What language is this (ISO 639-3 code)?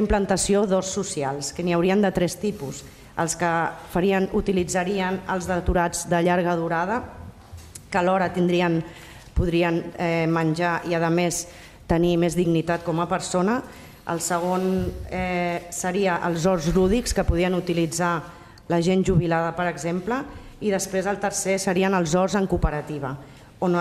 cat